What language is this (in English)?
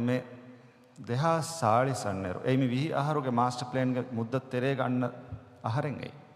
Divehi